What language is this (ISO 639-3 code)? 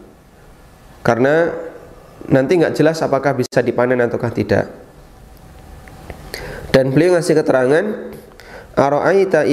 ind